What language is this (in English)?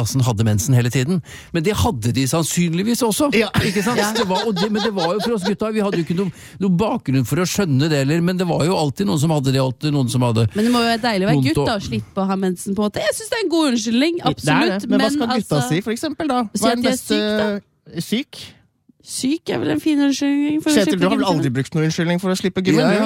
Norwegian